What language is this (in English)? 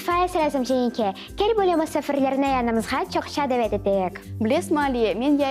Crimean Tatar